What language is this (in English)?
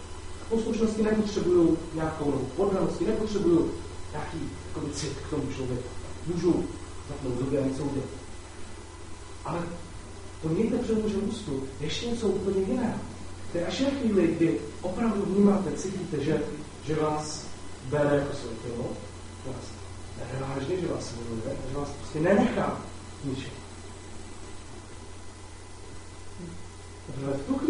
Czech